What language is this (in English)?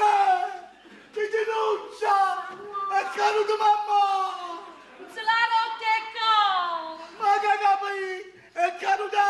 Neapolitan